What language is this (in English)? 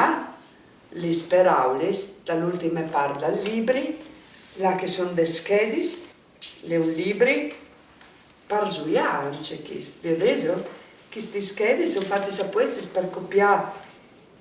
Friulian